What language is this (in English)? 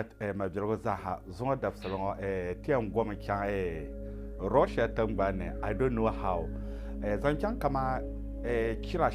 Dagbani